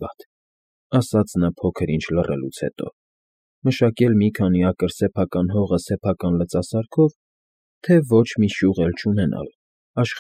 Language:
Armenian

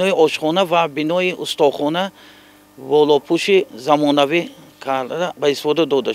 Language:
Tajik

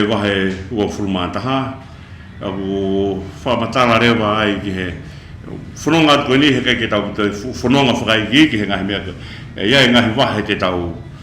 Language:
Tongan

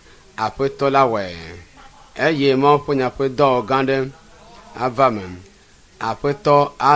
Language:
Ewe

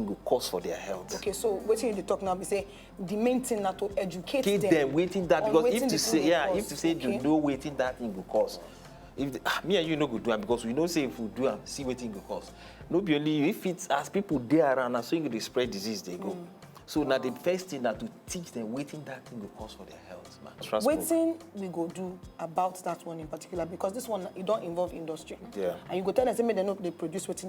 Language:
Nigerian Pidgin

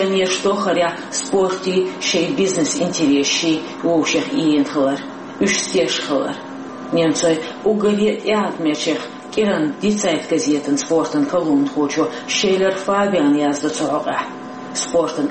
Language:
Chechen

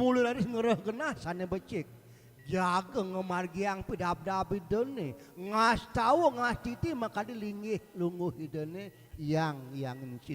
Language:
Balinese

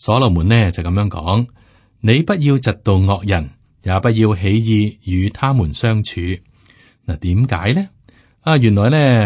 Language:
Cantonese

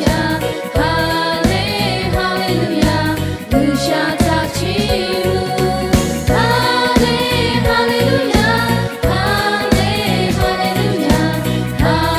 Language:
Lahu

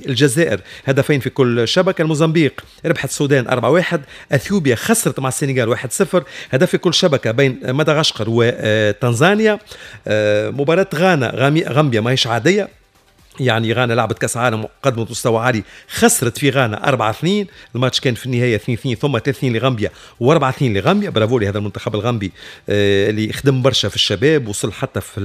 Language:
Tunisian Arabic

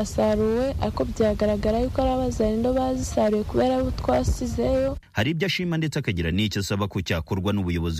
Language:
Kinyarwanda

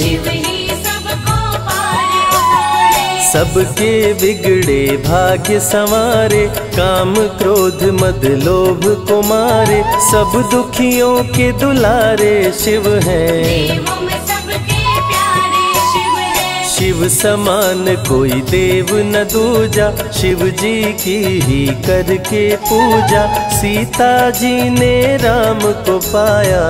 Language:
Hindi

